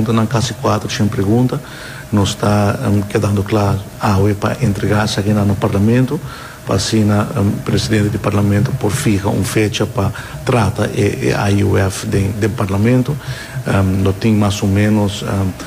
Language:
Papiamento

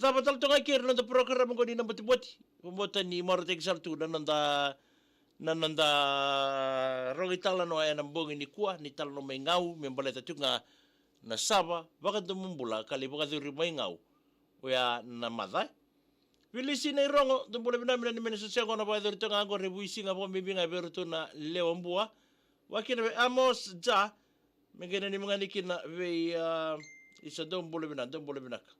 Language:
Fijian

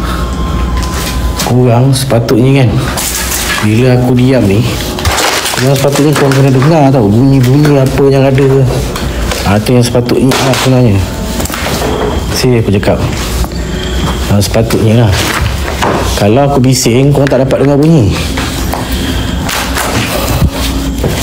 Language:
Malay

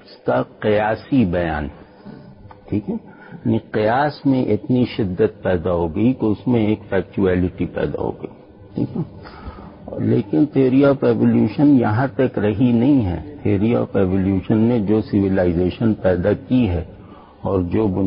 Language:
Urdu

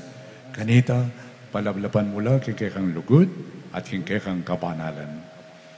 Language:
Pampanga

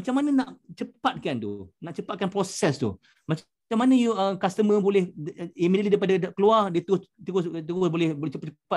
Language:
Malay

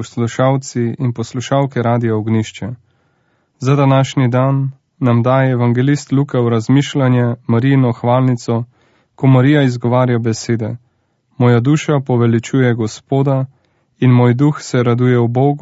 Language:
Slovenian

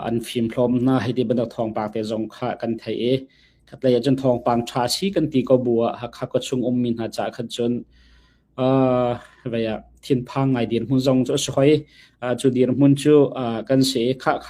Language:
Hakha Chin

